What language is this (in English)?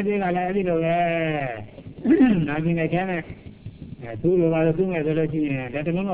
Burmese